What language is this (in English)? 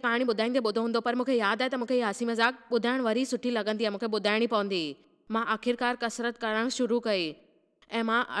Sindhi